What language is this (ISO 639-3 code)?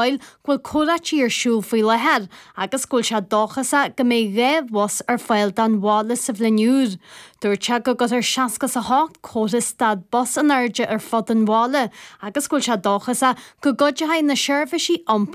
gle